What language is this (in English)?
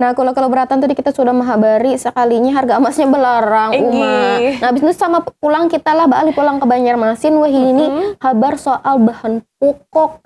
Banjar